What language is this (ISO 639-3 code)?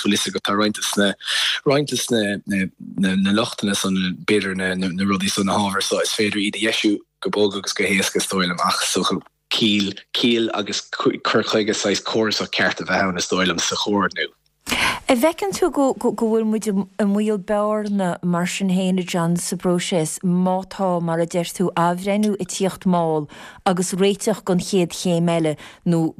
gle